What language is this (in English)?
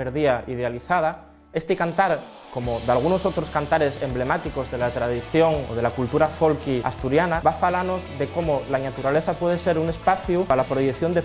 Asturian